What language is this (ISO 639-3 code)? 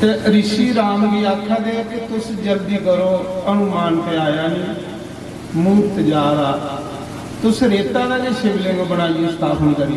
doi